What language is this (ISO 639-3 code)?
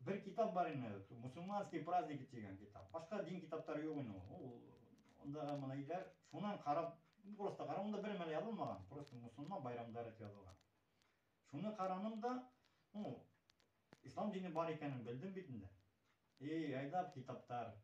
bak